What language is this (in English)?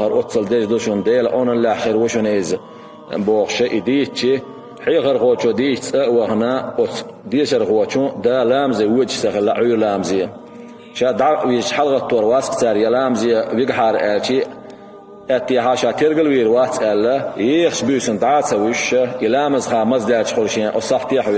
Chechen